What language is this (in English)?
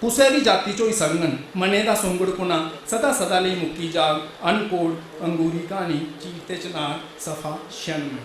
Dogri